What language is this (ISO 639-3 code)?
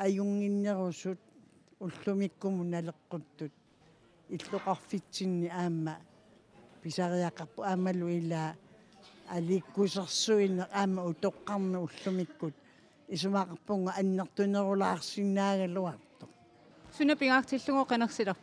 kal